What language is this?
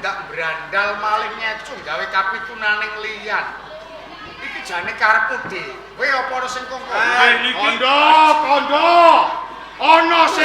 Javanese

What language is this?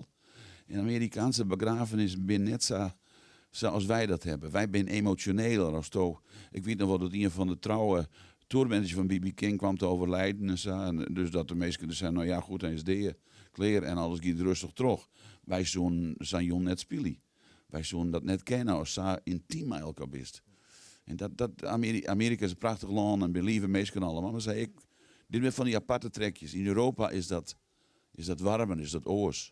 Western Frisian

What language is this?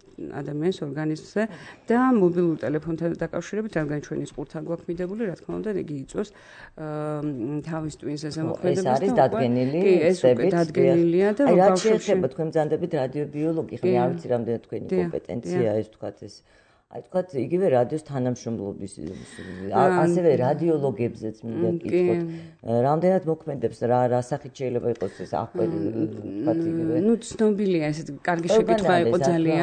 Georgian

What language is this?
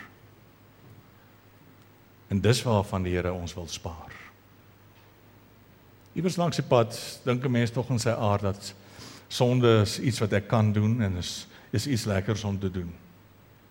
Afrikaans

